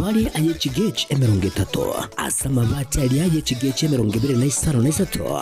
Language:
Gusii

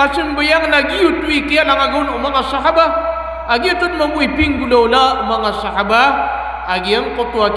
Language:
Maranao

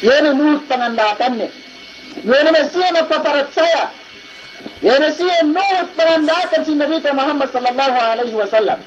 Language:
Yakan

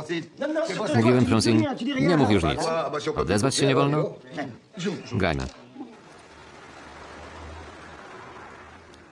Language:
Polish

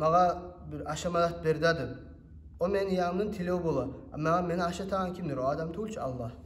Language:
Kumyk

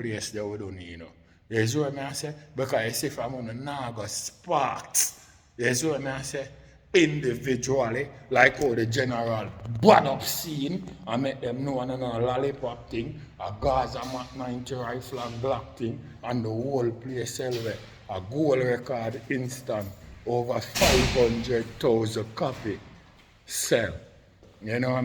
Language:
Jamaican Creole English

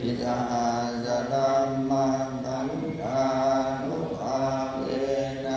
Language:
Pali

